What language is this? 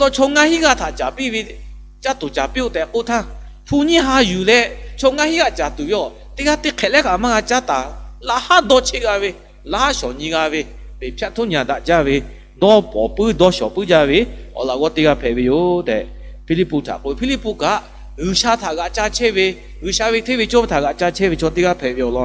Lahu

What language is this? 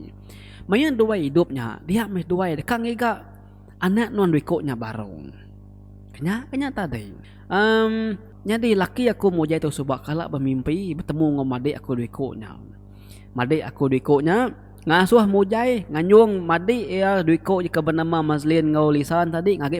Iban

